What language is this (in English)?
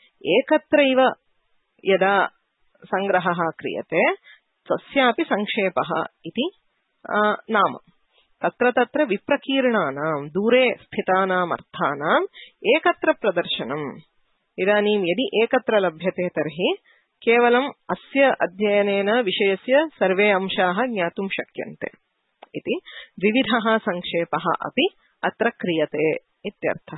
Sanskrit